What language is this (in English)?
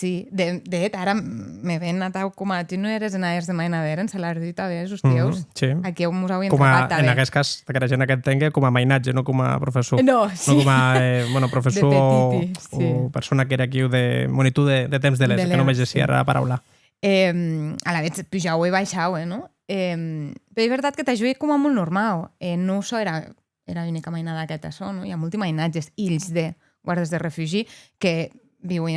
Occitan